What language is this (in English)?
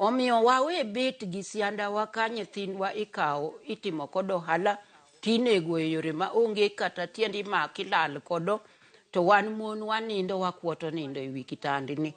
Luo (Kenya and Tanzania)